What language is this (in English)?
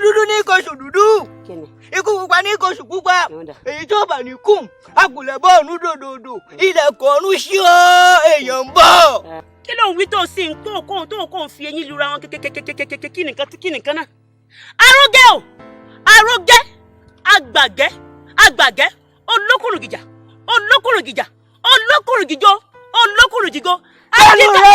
Yoruba